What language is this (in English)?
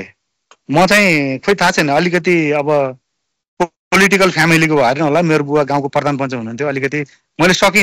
Nepali